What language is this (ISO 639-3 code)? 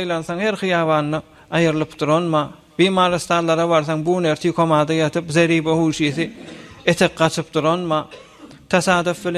tuk